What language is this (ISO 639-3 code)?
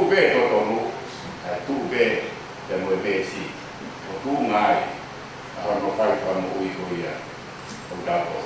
ton